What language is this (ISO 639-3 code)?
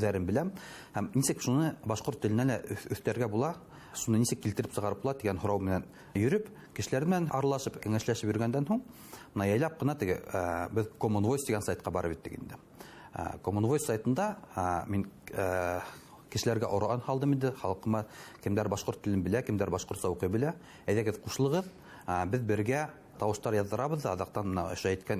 bak